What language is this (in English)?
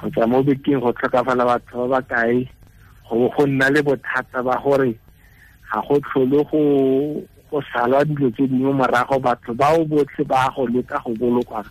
Tswana